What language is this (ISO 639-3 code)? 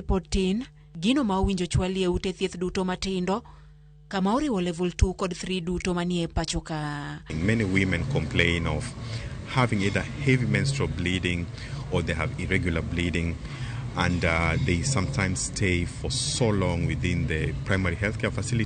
luo